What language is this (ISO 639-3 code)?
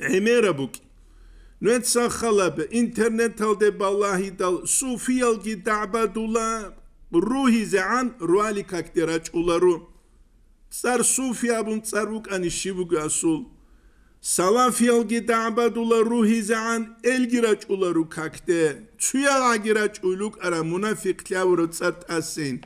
ava